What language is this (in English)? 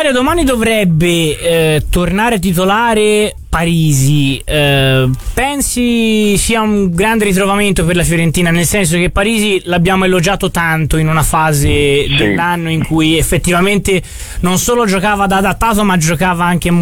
Italian